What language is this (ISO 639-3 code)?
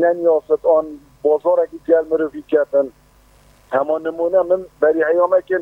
fas